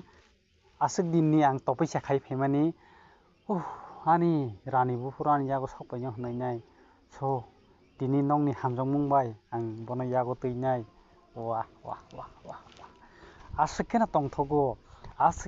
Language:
Kok Borok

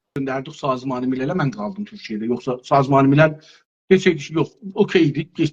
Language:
South Azerbaijani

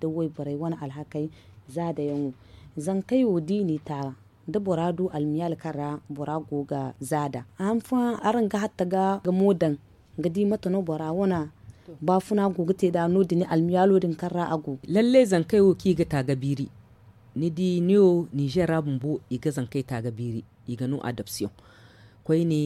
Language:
Zarma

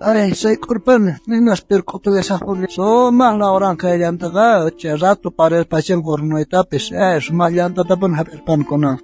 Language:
South Bolivian Quechua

